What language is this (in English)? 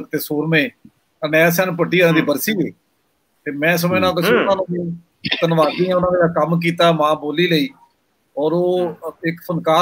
Punjabi